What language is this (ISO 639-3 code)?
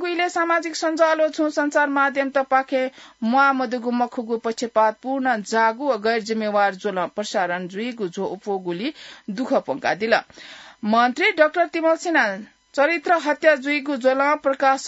new